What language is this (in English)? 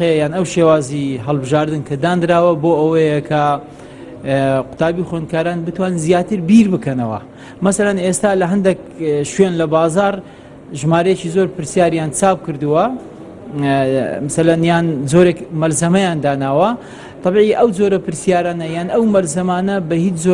Central Kurdish